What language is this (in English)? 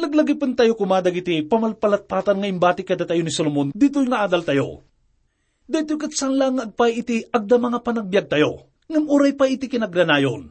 Iloko